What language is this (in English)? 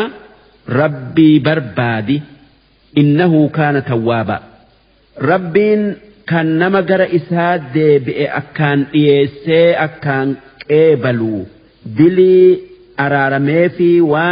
Oromo